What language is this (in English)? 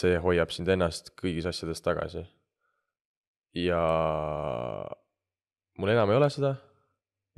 Estonian